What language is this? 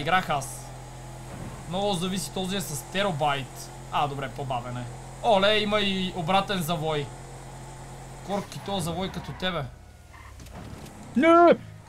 Bulgarian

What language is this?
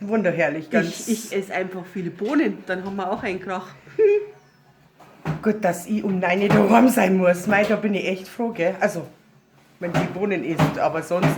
Bavarian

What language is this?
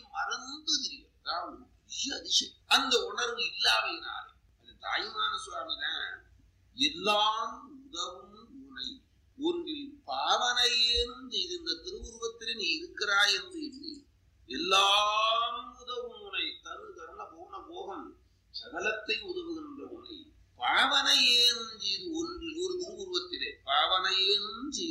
Tamil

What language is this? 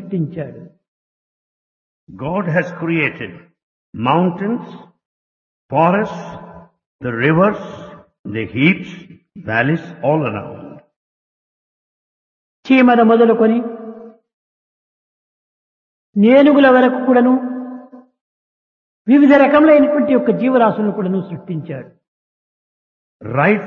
Telugu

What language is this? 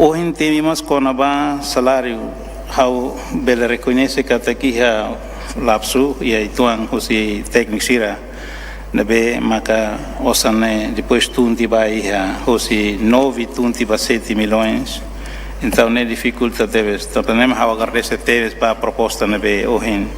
Tetum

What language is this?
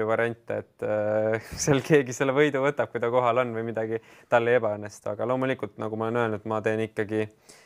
Estonian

